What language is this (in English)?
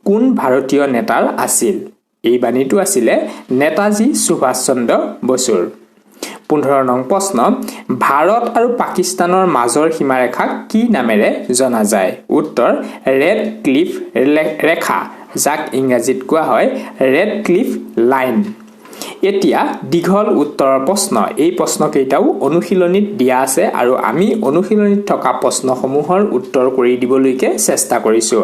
Assamese